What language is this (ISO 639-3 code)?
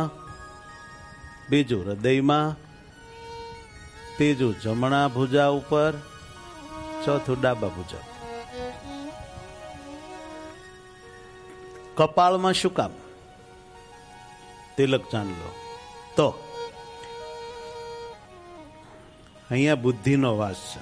guj